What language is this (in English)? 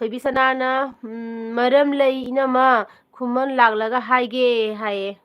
Manipuri